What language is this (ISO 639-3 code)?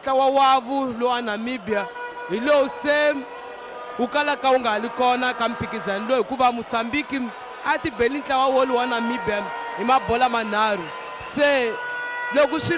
tso